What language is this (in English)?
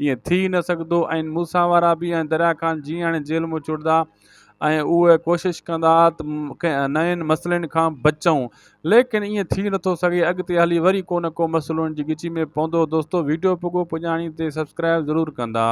Sindhi